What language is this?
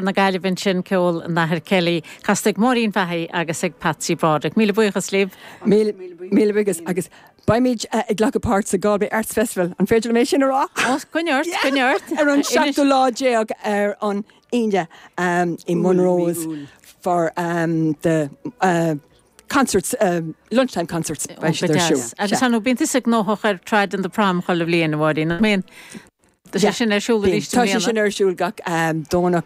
Irish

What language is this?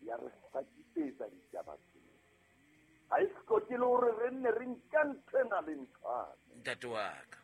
Southern Sotho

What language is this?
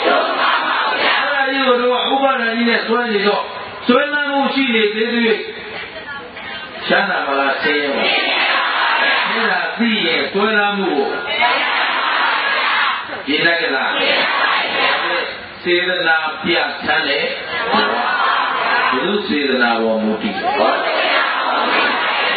Burmese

